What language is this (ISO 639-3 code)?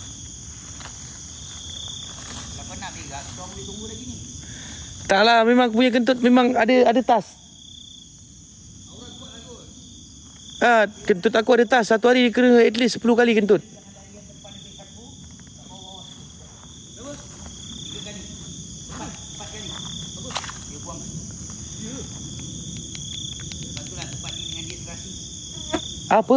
msa